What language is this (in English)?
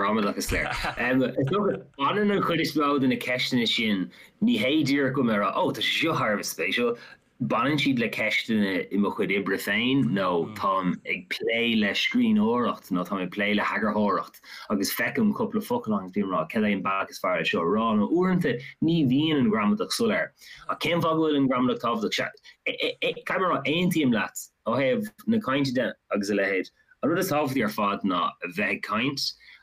Irish